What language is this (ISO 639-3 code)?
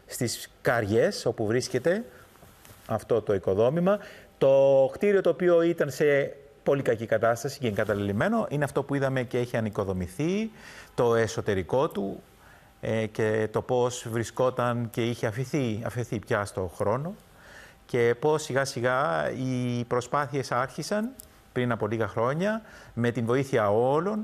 ell